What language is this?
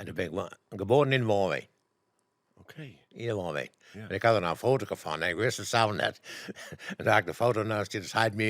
Western Frisian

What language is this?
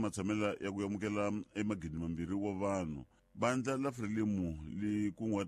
Tsonga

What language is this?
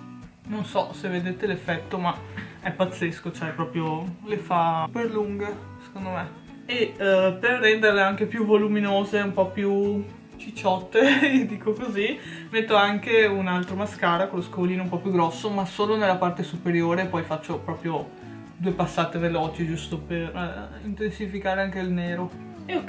Italian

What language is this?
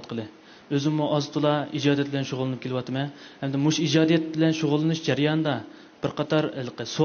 Uyghur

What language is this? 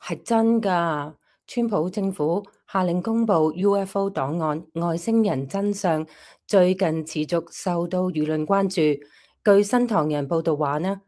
Cantonese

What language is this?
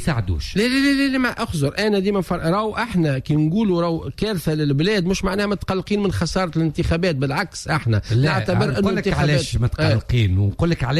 Tunisian Arabic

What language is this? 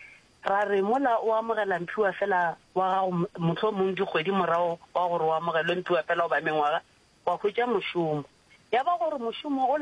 Northern Sotho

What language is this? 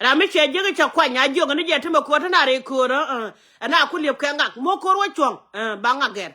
Nuer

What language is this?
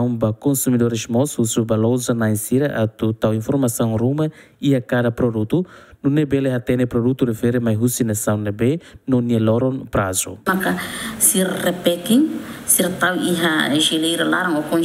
Tetum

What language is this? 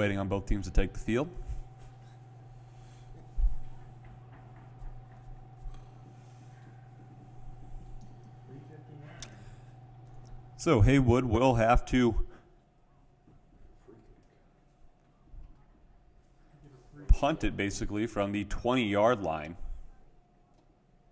English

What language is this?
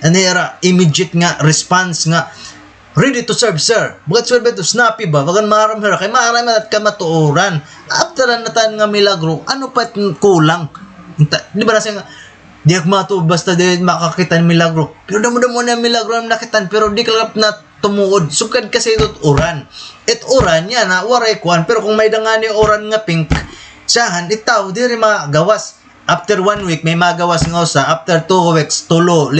Waray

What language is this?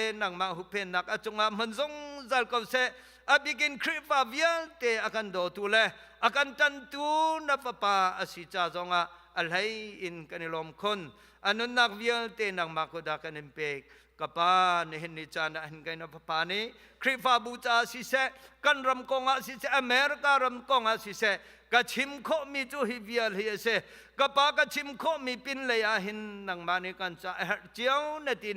Hakha Chin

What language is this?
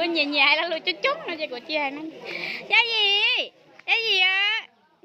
Hmong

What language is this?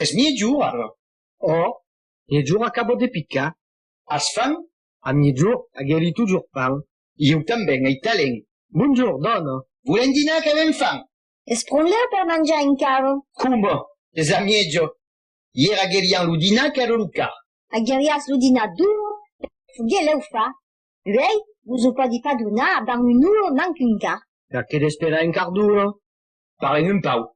Occitan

